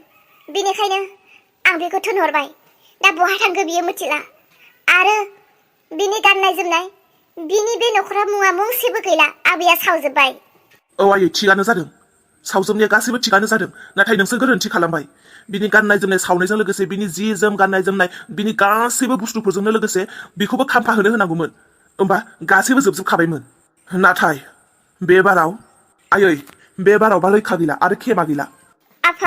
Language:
Bodo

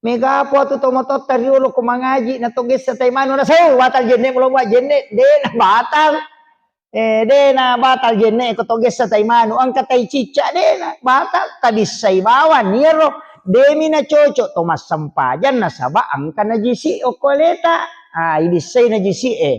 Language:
Buginese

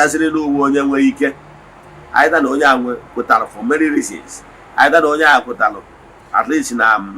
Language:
Igbo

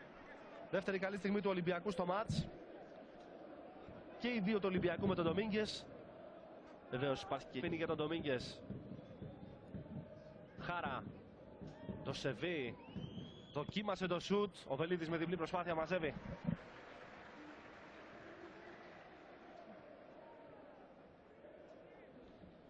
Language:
Greek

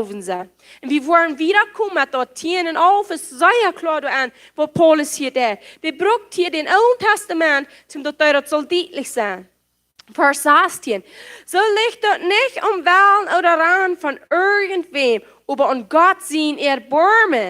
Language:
Plautdietsch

